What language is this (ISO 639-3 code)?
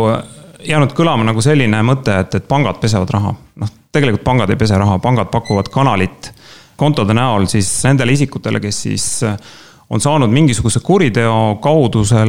est